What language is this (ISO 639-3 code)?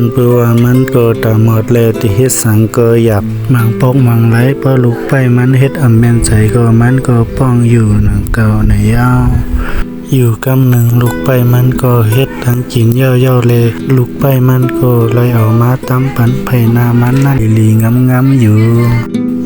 shn